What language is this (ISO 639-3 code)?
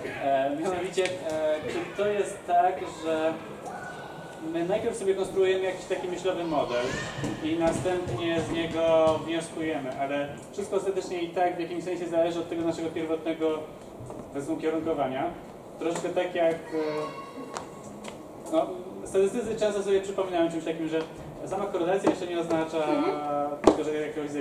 pol